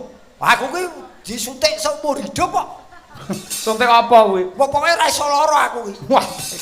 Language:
Javanese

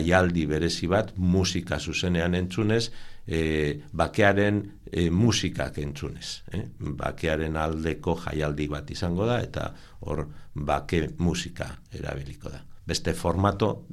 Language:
Basque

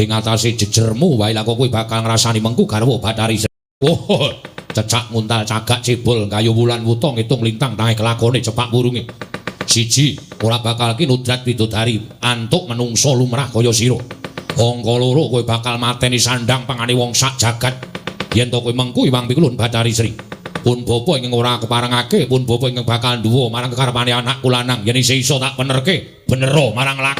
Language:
Javanese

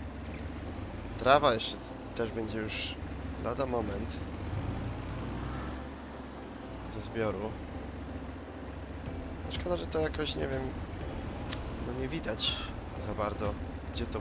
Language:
Polish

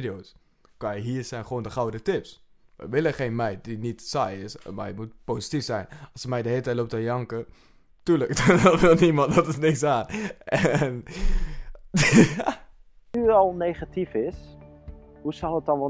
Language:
Dutch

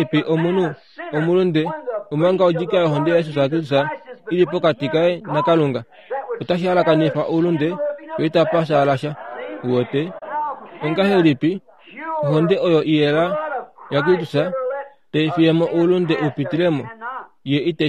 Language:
Kuanyama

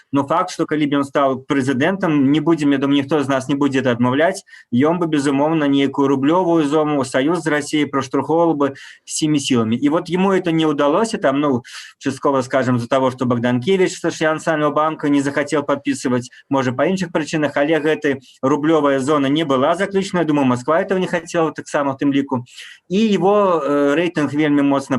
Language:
Belarusian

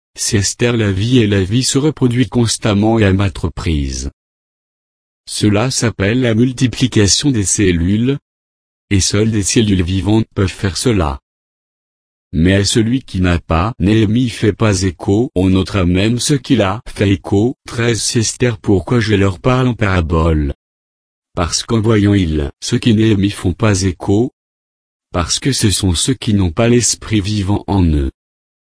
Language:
French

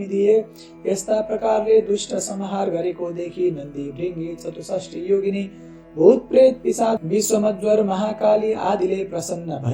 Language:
Nepali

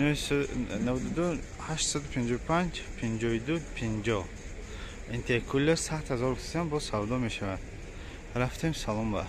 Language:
Tajik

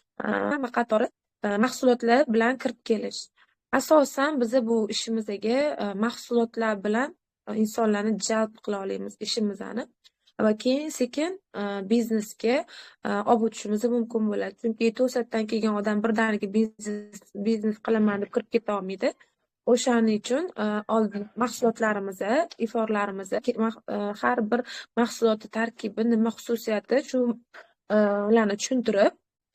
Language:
Uzbek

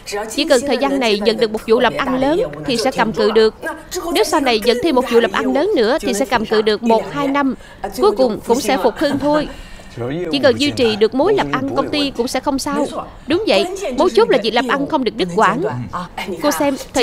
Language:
Vietnamese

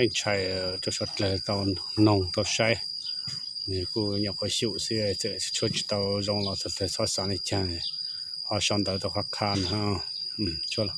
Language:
Hmong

